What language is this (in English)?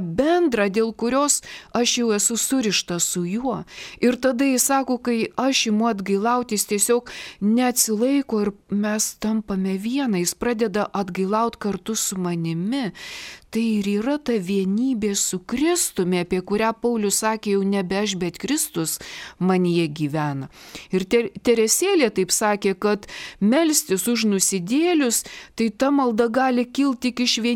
Lithuanian